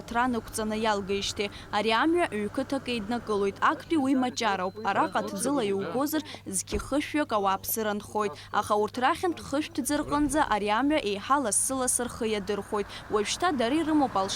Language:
Abkhazian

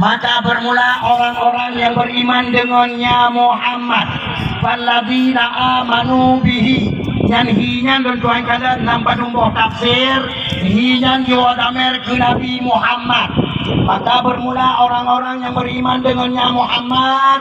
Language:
Achinese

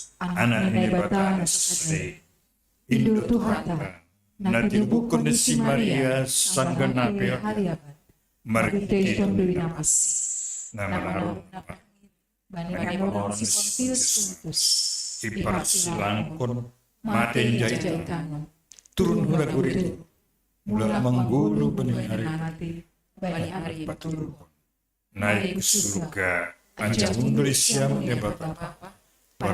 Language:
Batak Simalungun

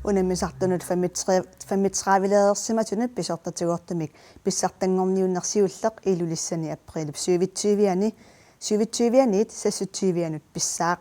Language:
Kalaallisut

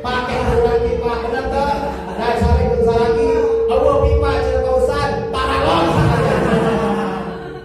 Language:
Sundanese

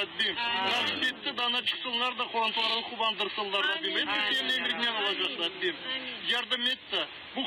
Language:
Crimean Tatar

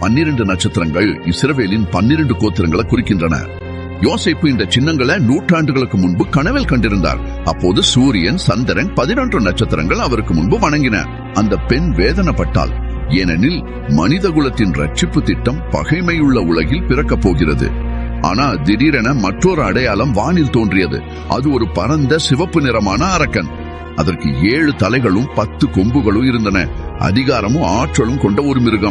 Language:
Tamil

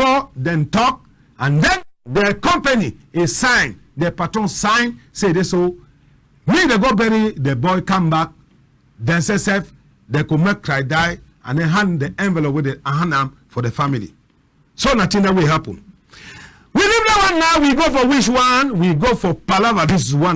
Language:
Cameroon Pidgin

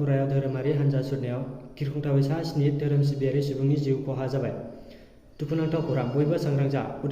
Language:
Bodo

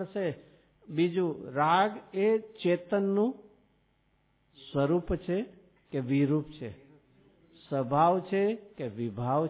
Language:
Gujarati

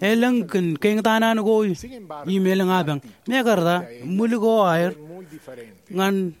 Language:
Marshallese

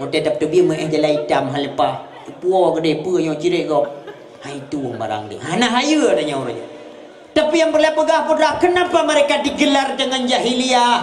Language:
Achinese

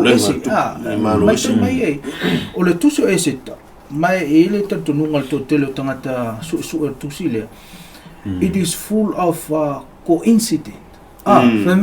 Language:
Samoan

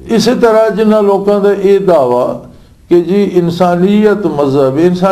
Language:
Western Panjabi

